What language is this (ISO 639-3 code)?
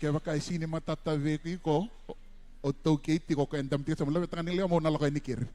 fij